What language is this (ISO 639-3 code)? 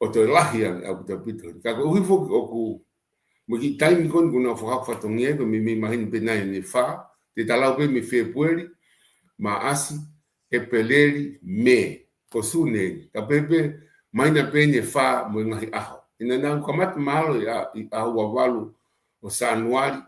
ton